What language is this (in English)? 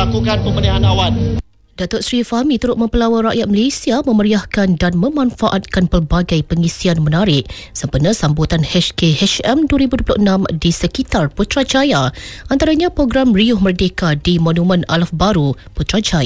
Malay